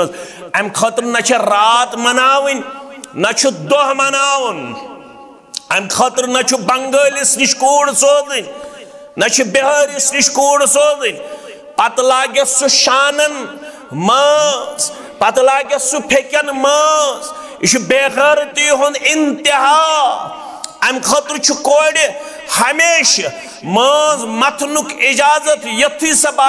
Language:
Kashmiri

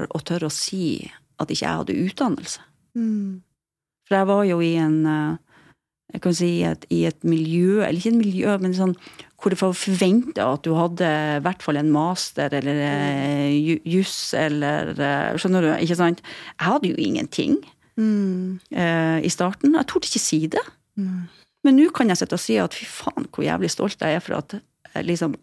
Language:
Norwegian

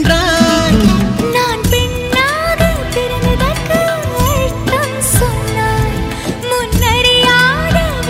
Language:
Tamil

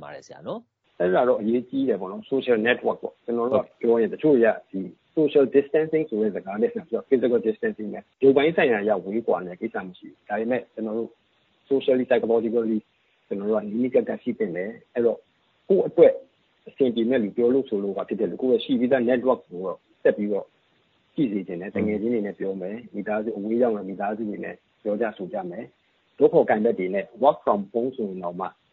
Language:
Burmese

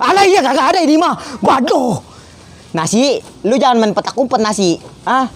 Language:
Betawi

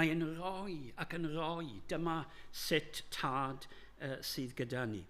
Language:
Welsh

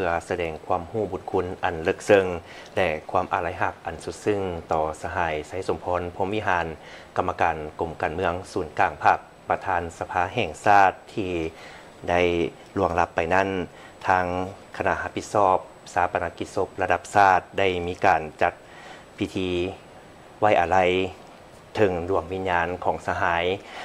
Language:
Lao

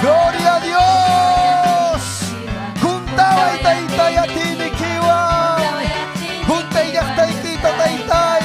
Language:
Ayacucho Quechua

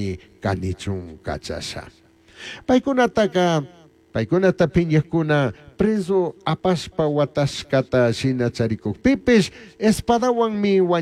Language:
Chimborazo Highland Quichua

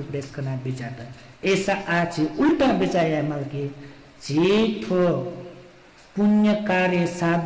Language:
Newari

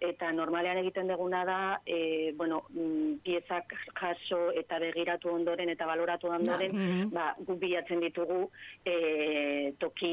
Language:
Basque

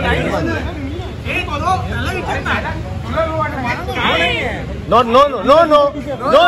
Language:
Marathi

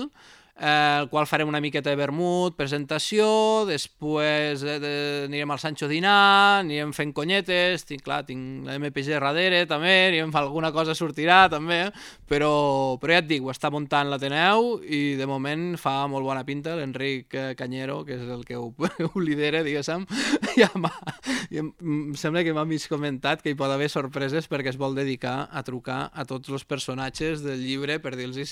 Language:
Catalan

